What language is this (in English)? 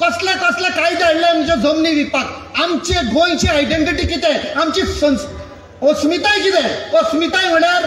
Konkani